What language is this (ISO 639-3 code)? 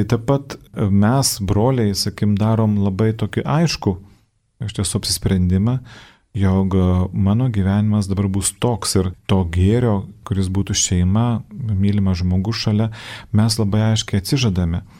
lit